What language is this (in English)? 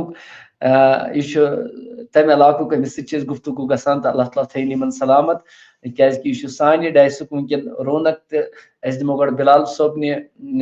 Kashmiri